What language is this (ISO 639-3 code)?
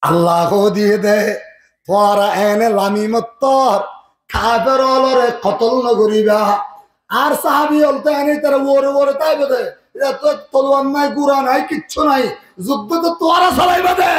rhg